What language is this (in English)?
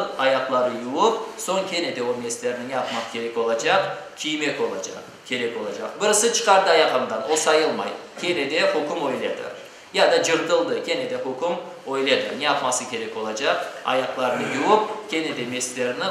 Crimean Tatar